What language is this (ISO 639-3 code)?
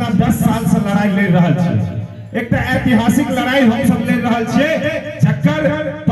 mai